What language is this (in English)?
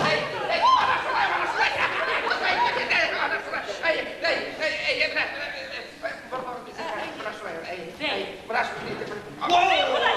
Bashkir